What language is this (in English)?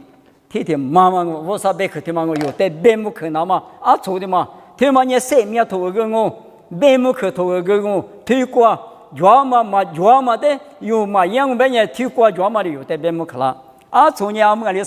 Lisu